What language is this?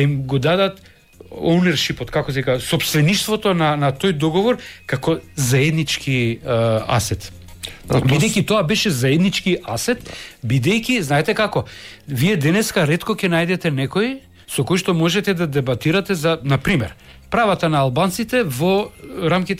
Macedonian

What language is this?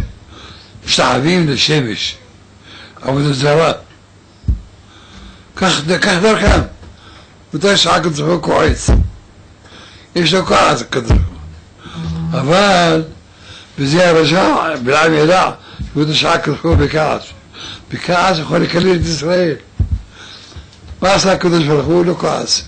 Hebrew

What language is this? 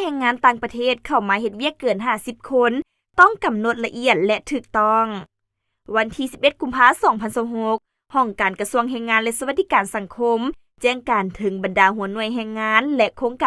Lao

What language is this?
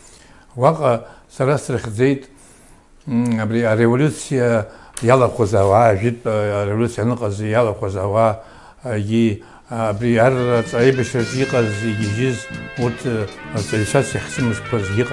Abkhazian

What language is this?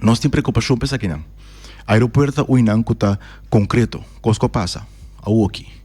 Papiamento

